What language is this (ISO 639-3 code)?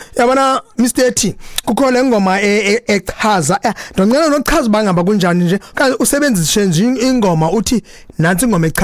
xho